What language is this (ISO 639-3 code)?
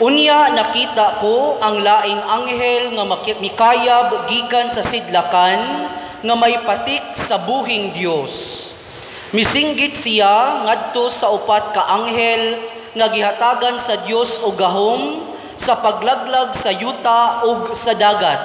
ceb